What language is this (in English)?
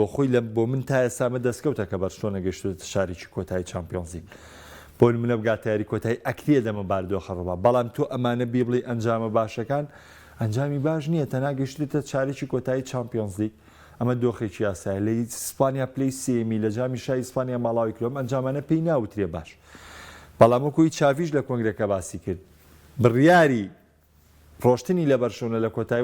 Central Kurdish